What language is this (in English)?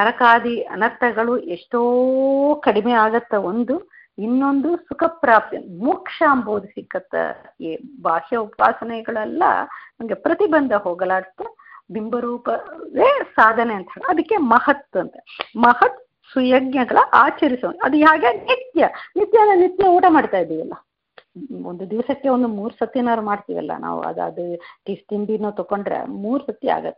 Kannada